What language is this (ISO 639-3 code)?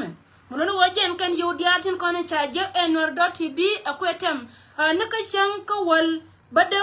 nus